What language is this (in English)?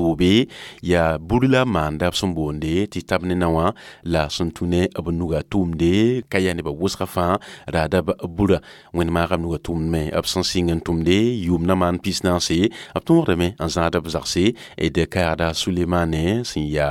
Mossi